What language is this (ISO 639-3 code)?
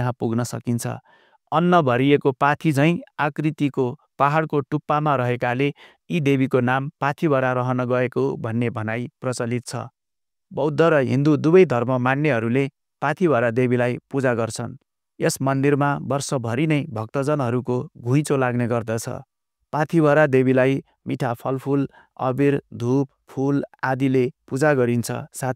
nep